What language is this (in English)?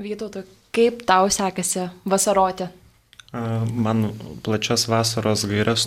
Lithuanian